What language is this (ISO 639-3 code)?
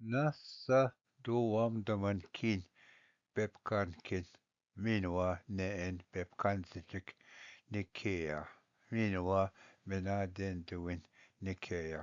oji